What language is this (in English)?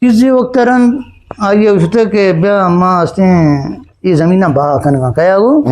Eastern Balochi